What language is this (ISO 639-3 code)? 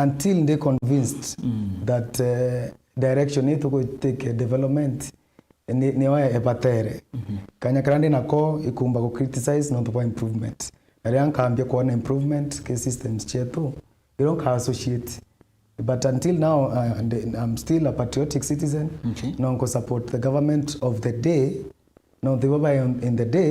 mer